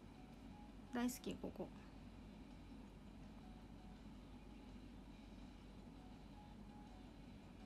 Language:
Japanese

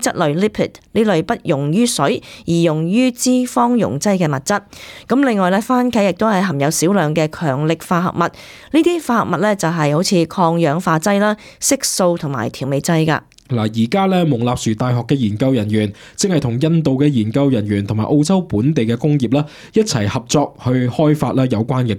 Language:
Cantonese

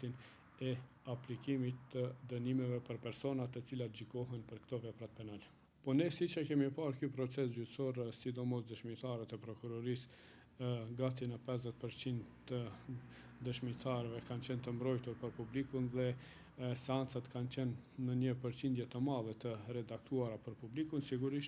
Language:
Albanian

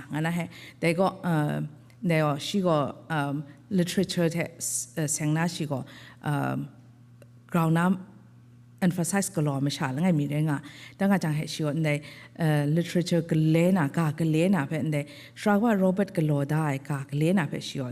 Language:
Kachin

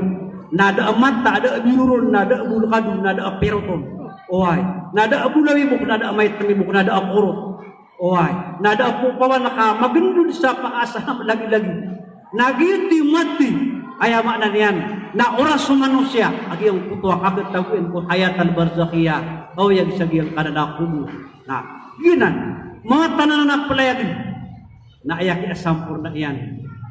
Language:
Maranao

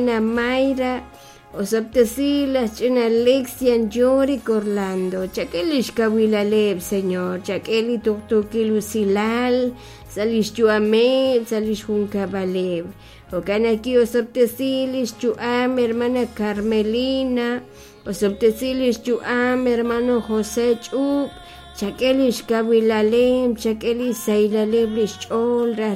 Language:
Kekchí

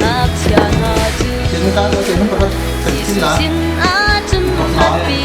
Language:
Hakha Chin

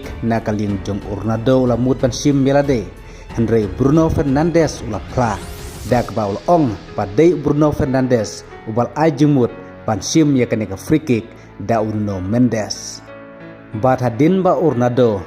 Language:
Khasi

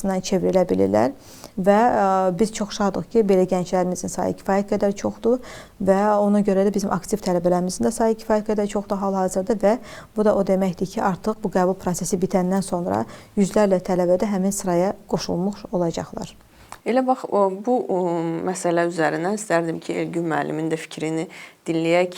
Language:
Azerbaijani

